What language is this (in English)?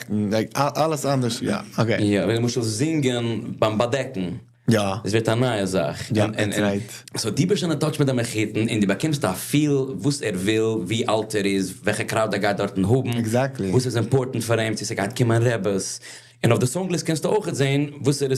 Yiddish